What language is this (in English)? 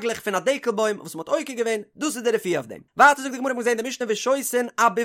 Yiddish